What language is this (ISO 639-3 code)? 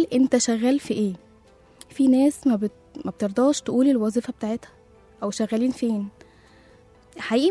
arz